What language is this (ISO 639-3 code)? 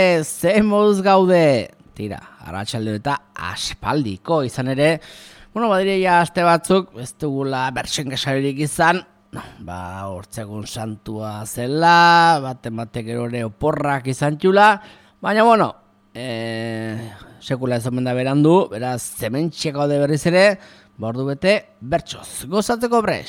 eus